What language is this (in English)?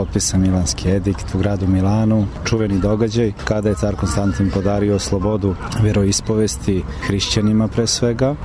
Serbian